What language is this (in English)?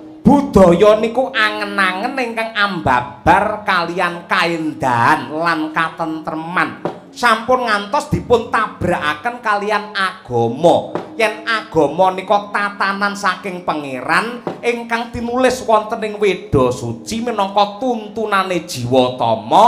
Javanese